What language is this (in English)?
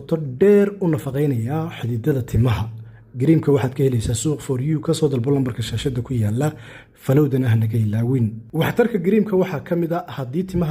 Somali